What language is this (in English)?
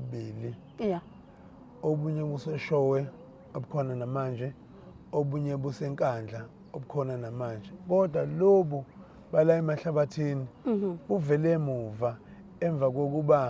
Zulu